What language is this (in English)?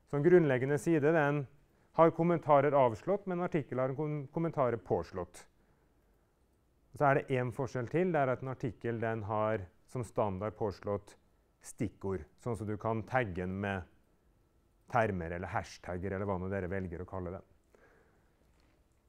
Norwegian